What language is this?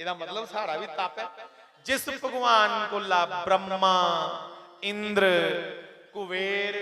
Dogri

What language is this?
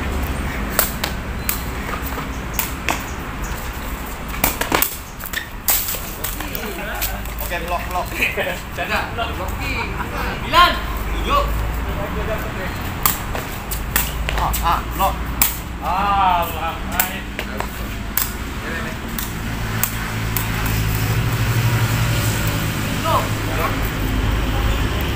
Malay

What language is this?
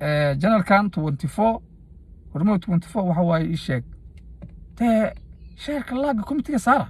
Somali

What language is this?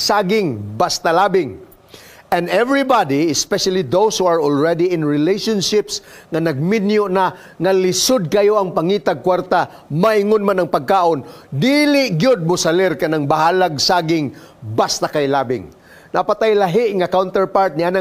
Cebuano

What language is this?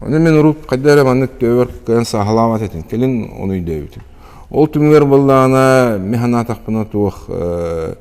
Yakut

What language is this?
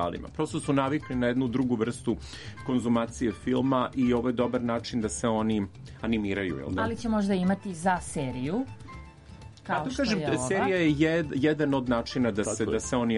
Serbian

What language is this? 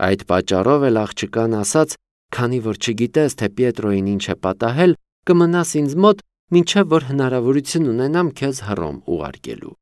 Armenian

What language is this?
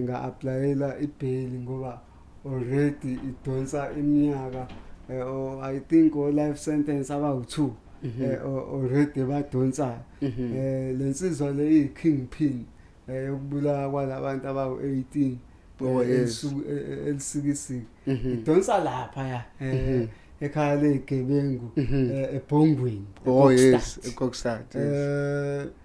Zulu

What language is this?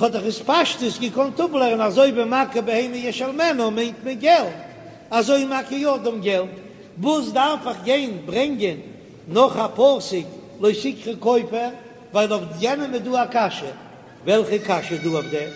Yiddish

